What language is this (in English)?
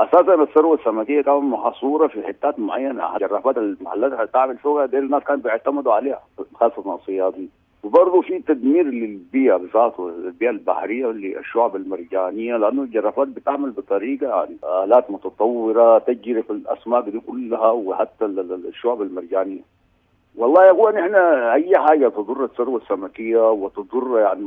Sudanese Arabic